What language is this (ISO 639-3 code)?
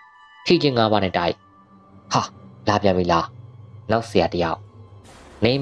mya